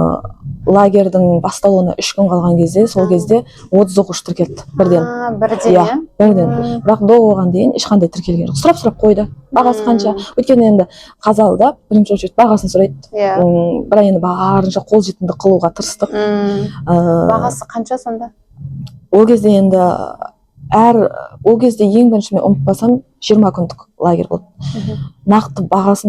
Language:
Kazakh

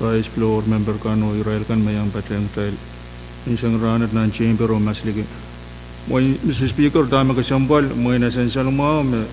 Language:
Pohnpeian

